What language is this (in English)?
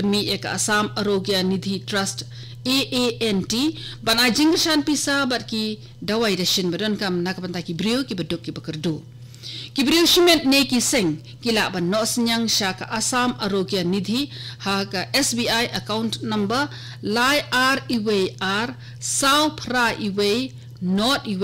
Khasi